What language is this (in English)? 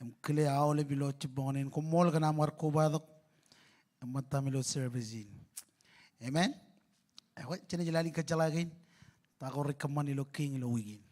Marshallese